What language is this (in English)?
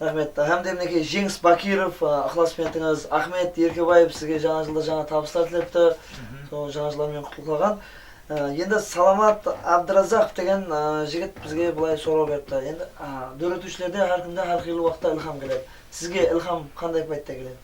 Kara-Kalpak